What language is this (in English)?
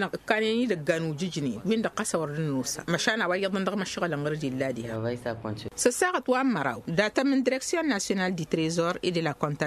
Tamasheq